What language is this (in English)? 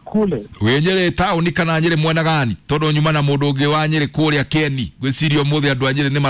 Kikuyu